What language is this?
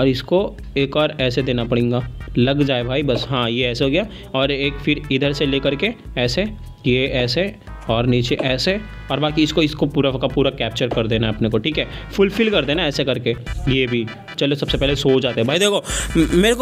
Hindi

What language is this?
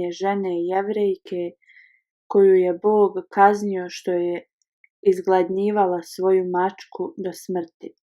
Bosnian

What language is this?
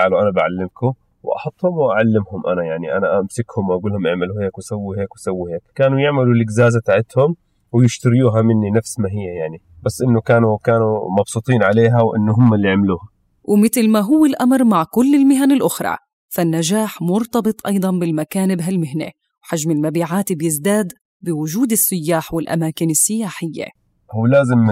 North Levantine Arabic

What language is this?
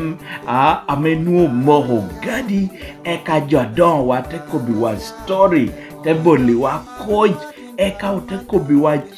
Lango (Uganda)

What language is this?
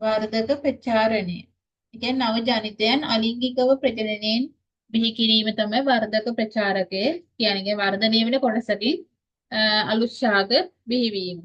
Sinhala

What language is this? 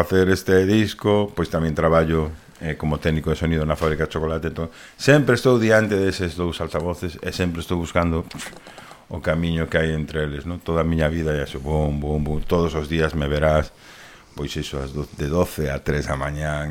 Galician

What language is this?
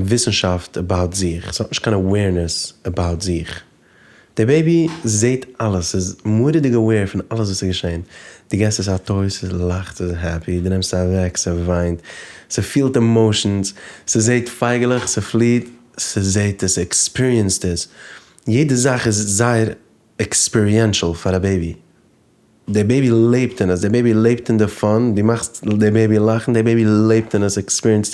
Yiddish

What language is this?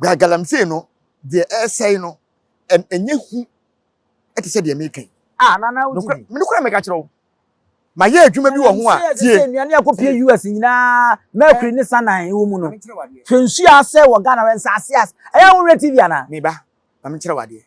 Akan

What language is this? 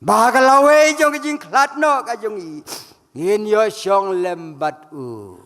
Khasi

